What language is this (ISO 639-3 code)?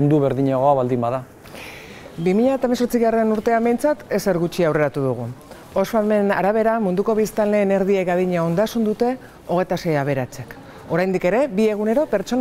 eus